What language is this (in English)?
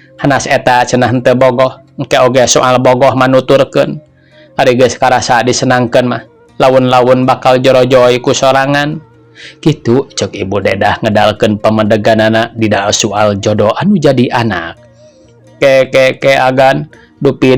Sundanese